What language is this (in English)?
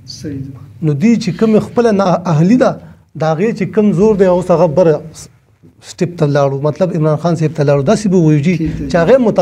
Pashto